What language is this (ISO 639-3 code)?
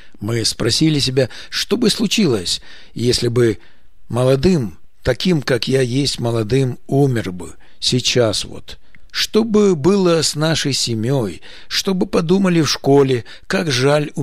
rus